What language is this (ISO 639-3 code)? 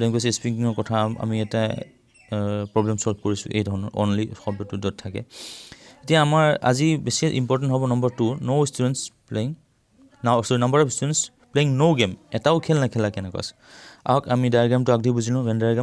asm